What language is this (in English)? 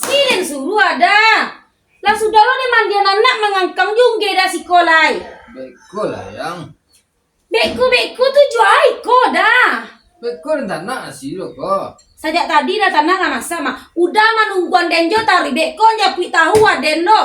Minangkabau